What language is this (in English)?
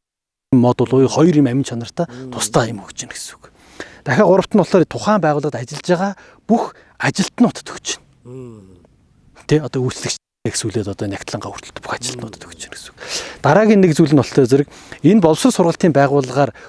Mongolian